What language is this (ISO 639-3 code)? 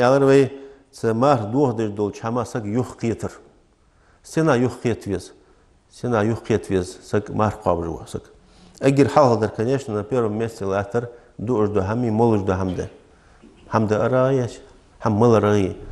inh